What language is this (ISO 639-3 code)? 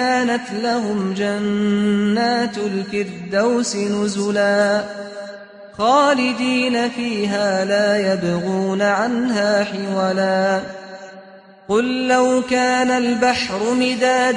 ara